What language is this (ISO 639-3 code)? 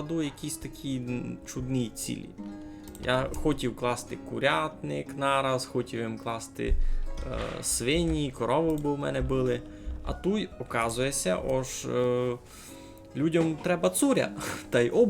rue